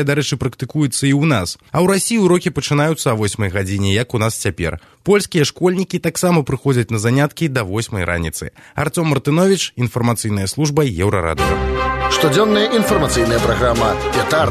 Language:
Belarusian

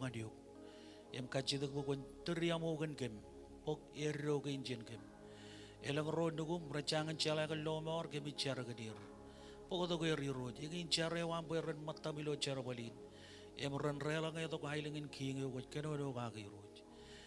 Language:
Marshallese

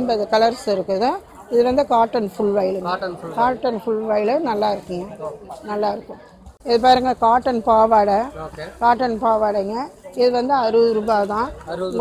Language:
Tamil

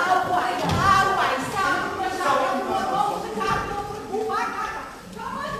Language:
Ossetic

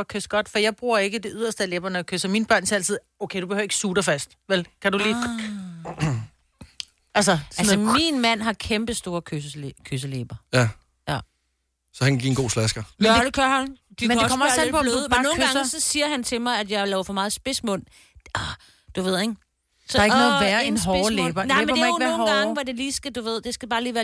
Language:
Danish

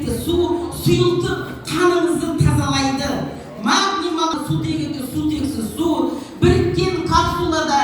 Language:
Kazakh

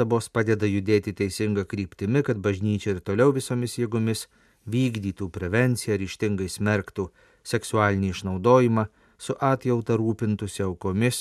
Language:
Lithuanian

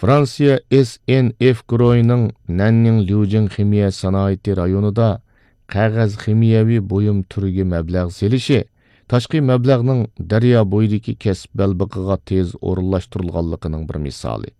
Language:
Uyghur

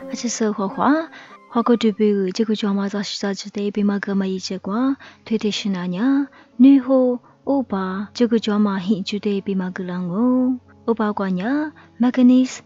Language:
Lisu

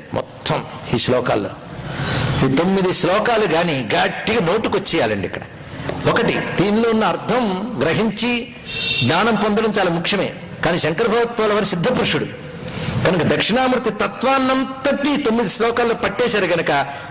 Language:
Telugu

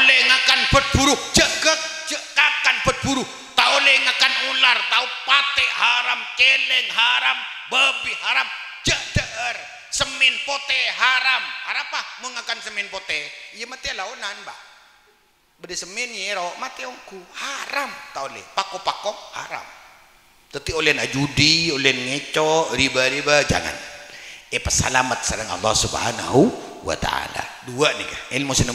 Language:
Madurese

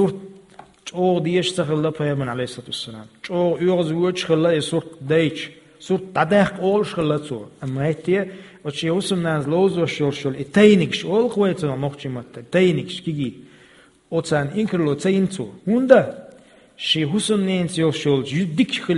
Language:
Chechen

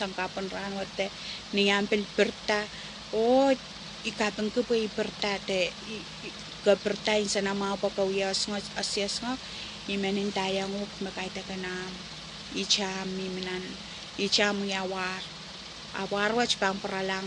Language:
Pohnpeian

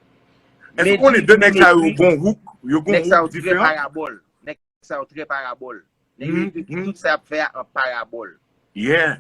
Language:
Haitian Creole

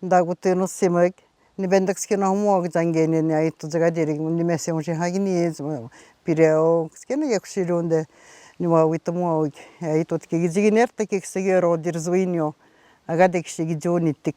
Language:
Atikamekw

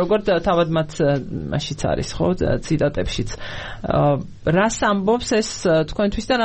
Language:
Georgian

